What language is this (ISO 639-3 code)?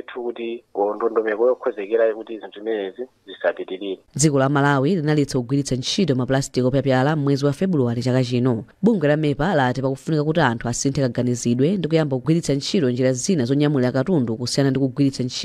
nya